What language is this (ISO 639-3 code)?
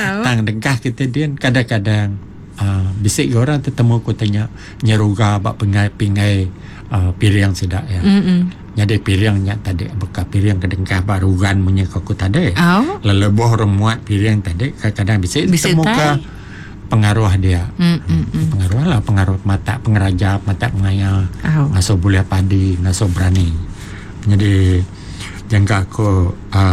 iba